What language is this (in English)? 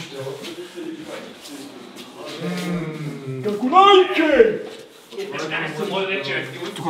Bulgarian